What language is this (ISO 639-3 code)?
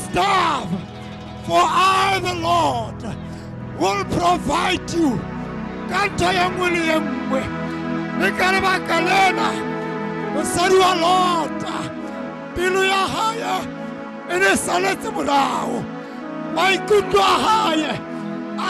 sot